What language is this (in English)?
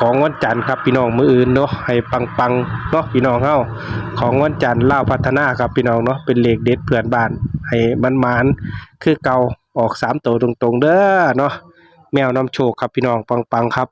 Northeastern Thai